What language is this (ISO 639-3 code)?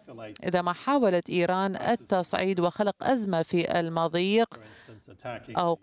ara